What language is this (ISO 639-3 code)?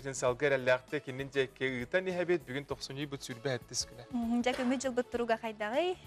sah